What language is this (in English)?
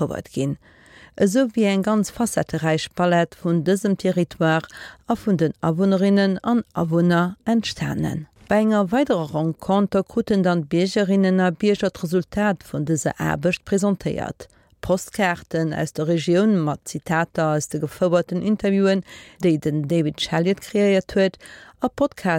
Luxembourgish